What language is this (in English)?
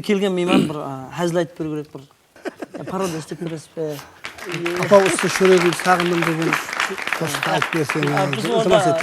Kara-Kalpak